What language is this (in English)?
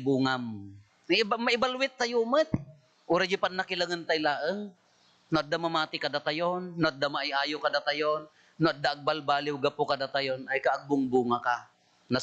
Iloko